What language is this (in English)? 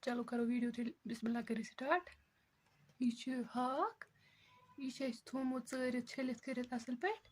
Kashmiri